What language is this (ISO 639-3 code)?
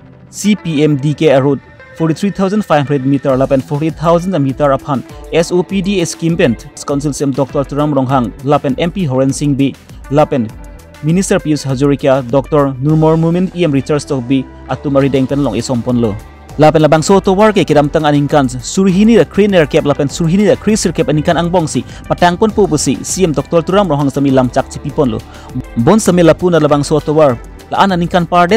mjw